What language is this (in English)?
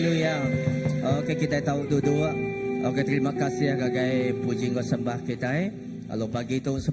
Iban